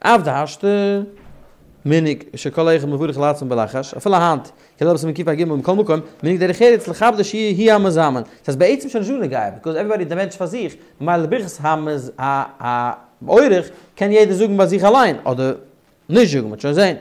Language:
Yiddish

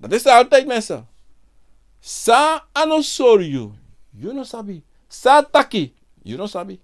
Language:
Sranan Tongo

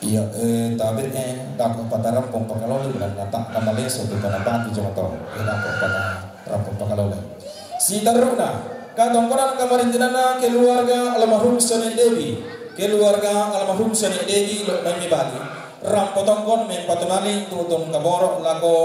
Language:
Toraja-Sa'dan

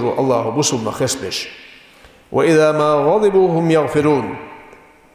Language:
Ingush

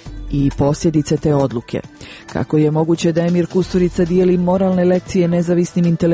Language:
Croatian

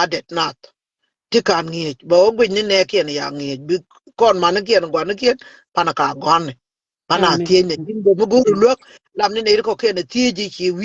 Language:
Nuer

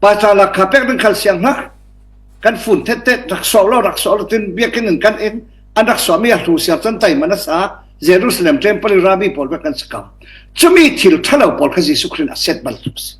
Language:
Falam Chin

